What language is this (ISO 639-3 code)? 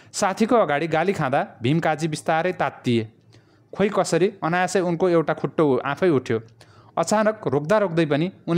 nep